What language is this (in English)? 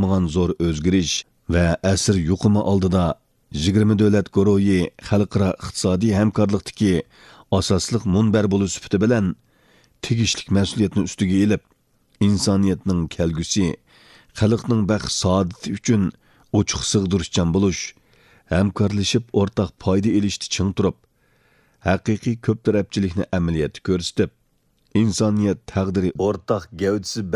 Uyghur